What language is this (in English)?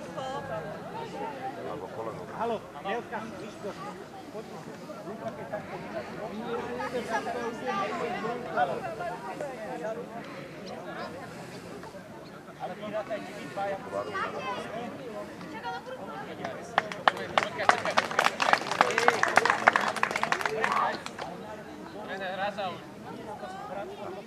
Slovak